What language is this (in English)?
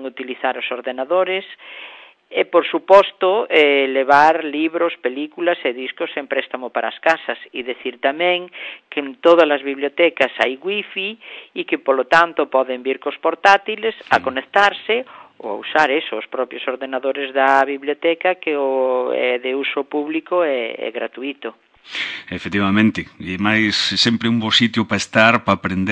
Galician